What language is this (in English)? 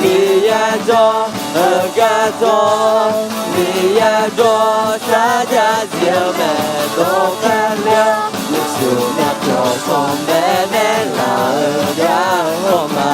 Akha